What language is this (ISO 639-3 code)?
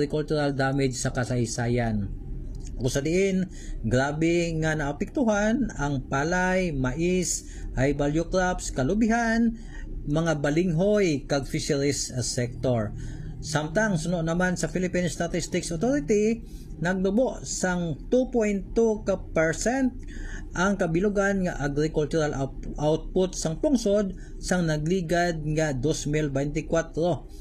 hil